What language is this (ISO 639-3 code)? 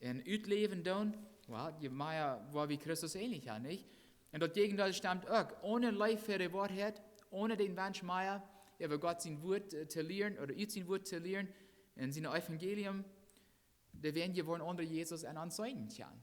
pdt